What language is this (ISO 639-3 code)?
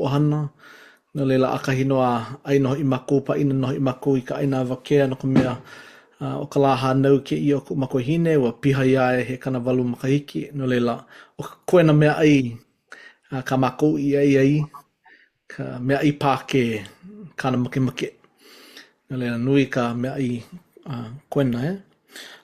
haw